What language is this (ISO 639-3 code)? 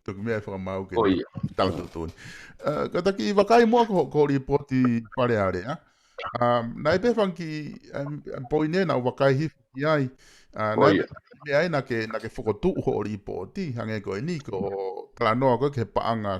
ton